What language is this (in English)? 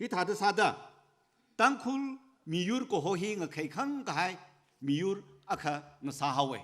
Tangkhul Naga (India)